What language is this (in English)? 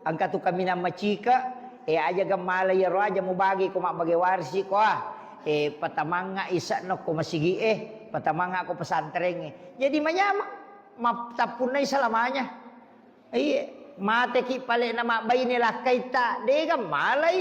Buginese